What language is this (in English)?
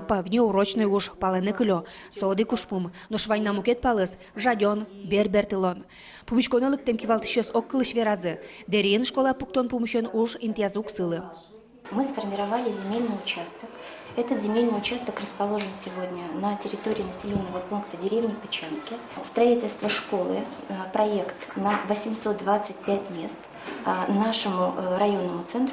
Udmurt